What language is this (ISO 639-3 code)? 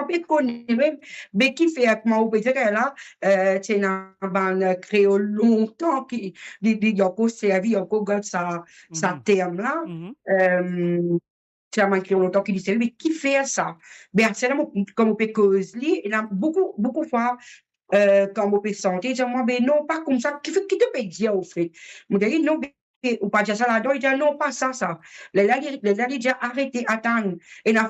mfe